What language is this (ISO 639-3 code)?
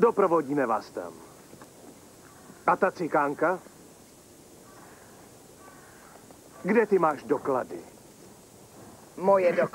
ces